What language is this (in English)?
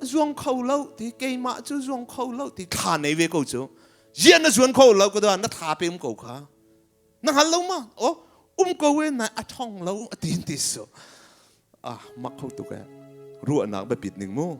Hakha Chin